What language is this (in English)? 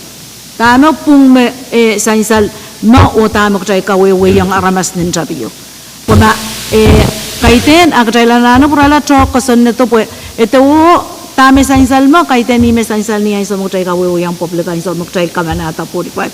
Pohnpeian